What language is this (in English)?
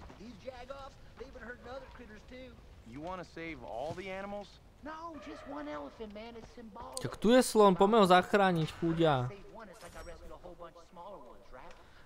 Slovak